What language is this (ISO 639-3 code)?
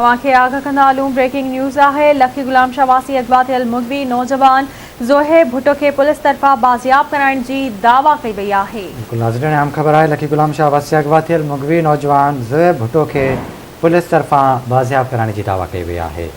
snd